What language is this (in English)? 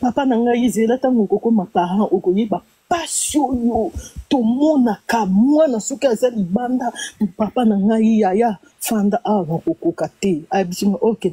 Lingala